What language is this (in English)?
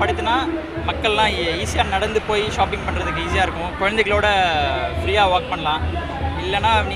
Tamil